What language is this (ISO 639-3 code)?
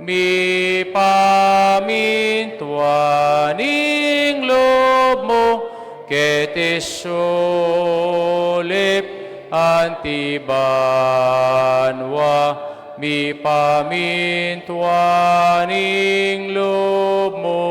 pam